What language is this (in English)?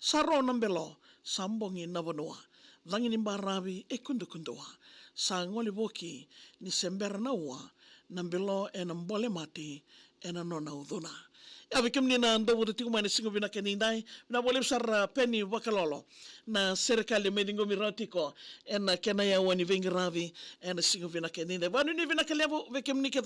Fijian